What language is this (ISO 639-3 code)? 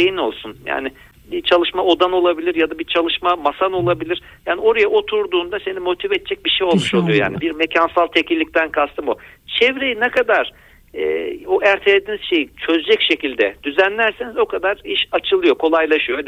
tur